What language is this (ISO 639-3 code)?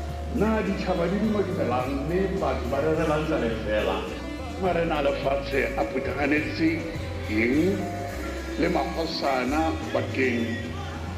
nso